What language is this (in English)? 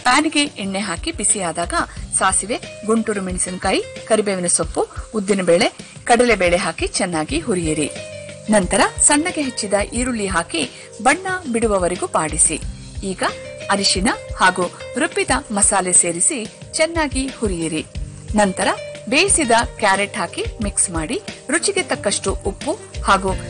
Kannada